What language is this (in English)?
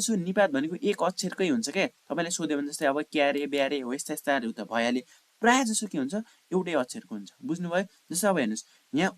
Nepali